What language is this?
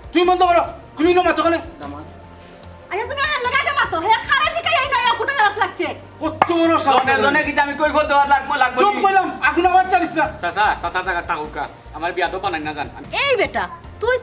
Sylheti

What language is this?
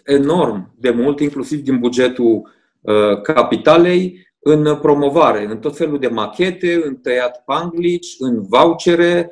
Romanian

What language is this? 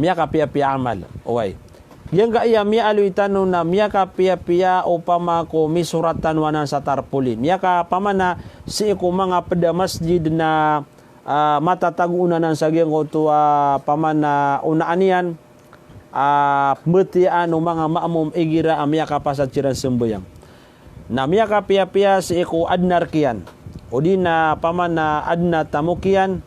Maranao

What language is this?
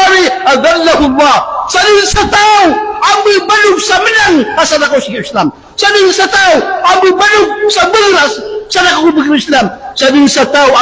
Maranao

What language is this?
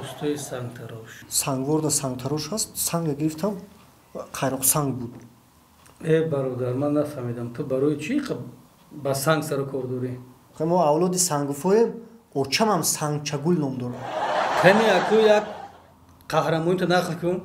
Tajik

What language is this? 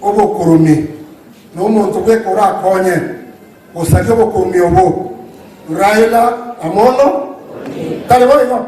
Gusii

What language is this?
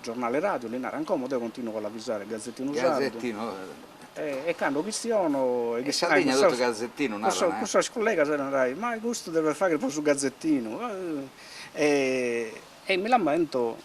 Sardinian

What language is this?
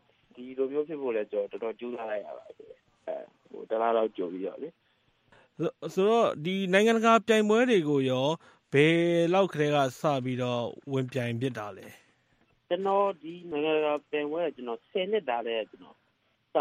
Burmese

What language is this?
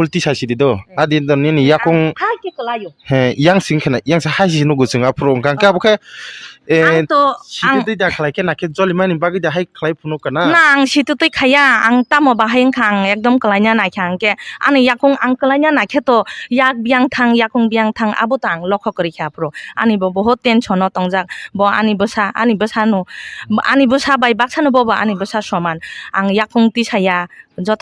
Kok Borok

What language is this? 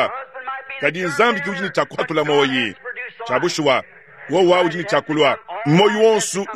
Luba-Lulua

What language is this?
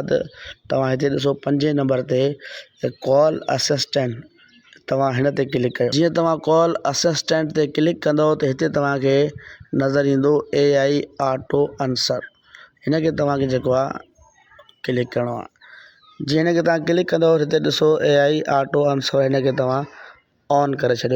Sindhi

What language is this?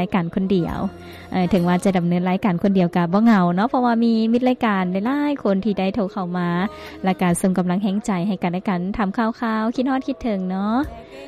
Lao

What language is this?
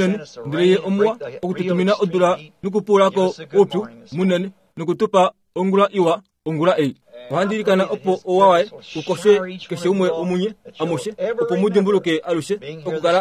Kuanyama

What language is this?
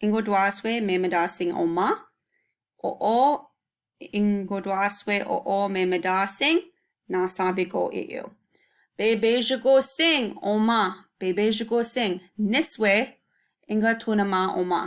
Chippewa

